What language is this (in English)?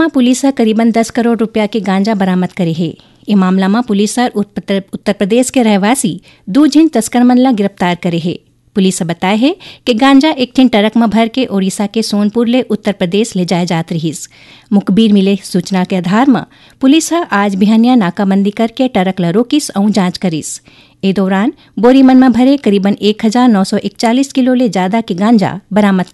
Chhattisgarhi